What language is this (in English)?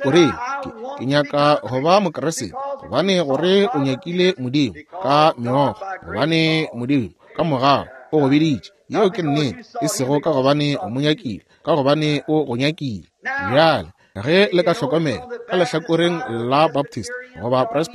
Northern Sotho